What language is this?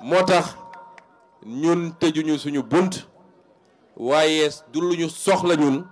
Wolof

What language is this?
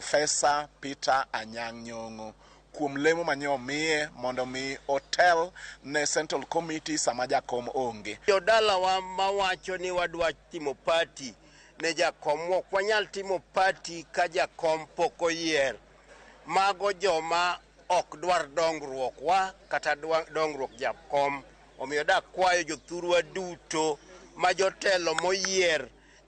Luo (Kenya and Tanzania)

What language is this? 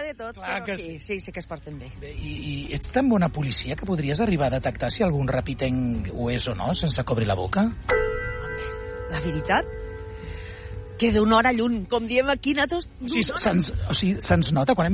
Catalan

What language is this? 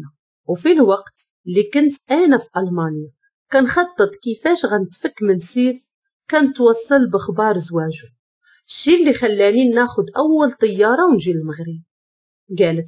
Moroccan Arabic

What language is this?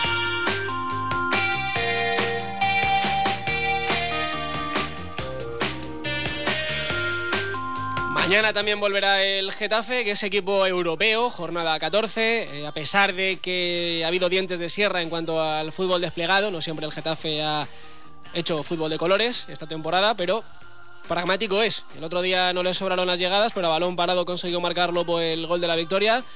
Spanish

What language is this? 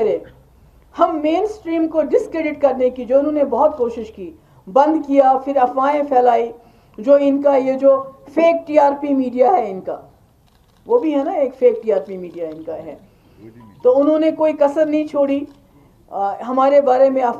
Urdu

